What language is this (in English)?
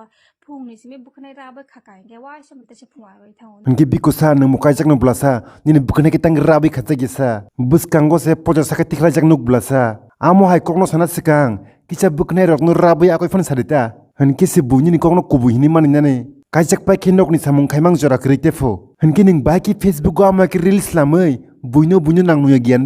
Kok Borok